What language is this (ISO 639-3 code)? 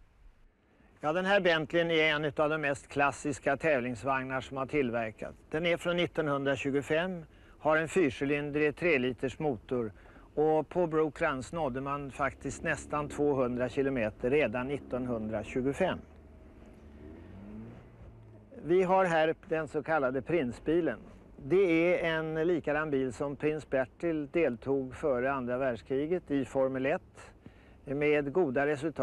swe